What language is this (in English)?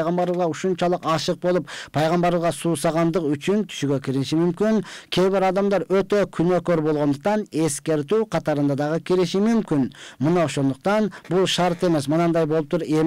Kyrgyz